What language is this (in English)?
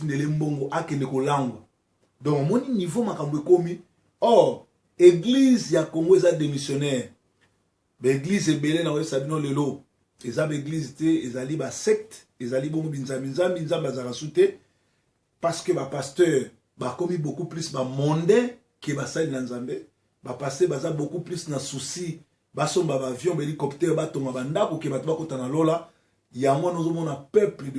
Lingala